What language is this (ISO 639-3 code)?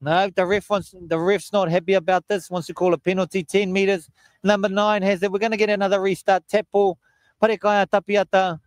mri